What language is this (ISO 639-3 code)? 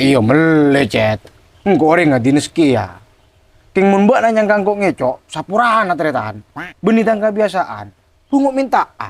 mad